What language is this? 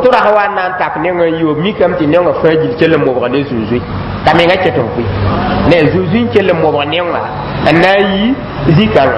Mossi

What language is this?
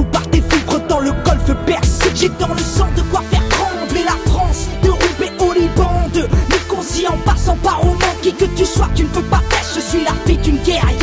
French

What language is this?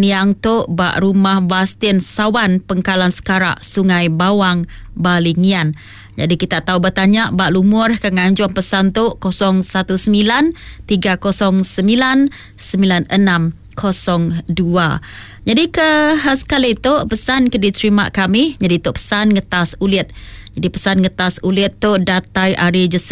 Iban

